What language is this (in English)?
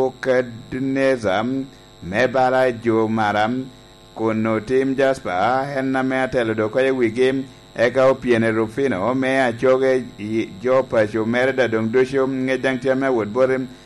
Lango (Uganda)